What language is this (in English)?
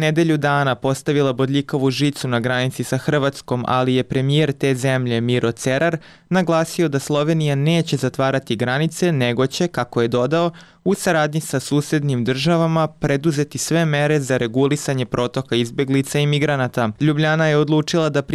Serbian